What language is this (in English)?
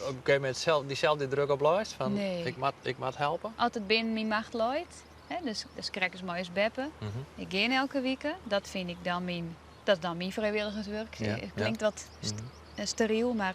Western Frisian